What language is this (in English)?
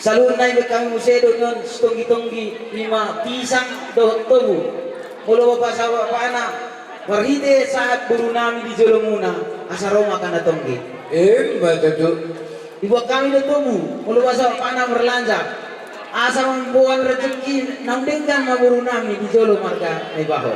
Batak Toba